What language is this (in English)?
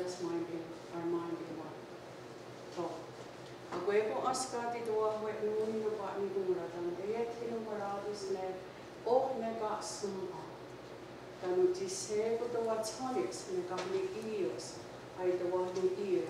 Mohawk